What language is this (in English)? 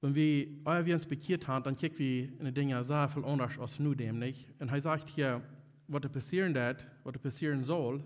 Plautdietsch